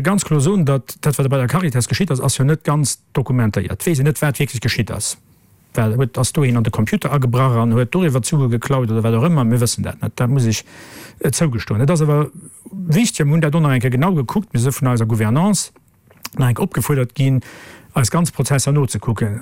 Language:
Luxembourgish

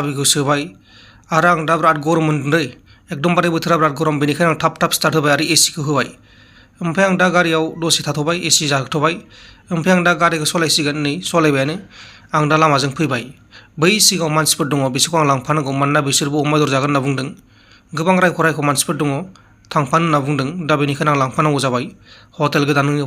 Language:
Bodo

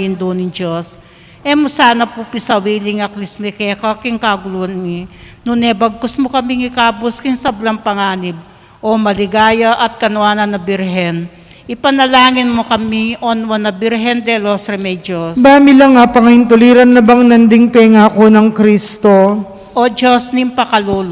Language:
Pampanga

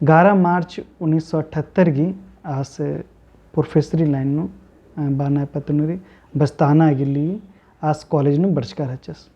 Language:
Kurukh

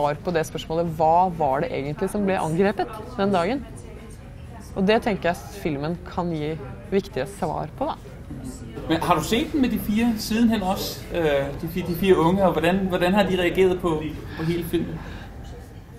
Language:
Norwegian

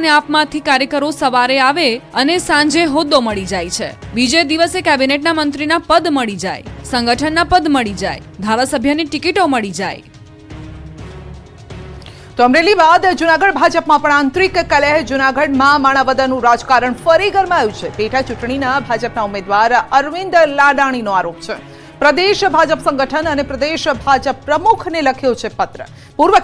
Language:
Gujarati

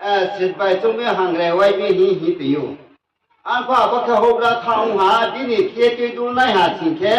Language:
Riang (India)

